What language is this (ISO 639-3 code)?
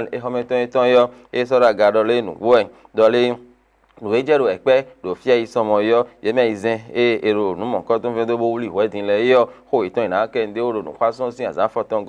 fon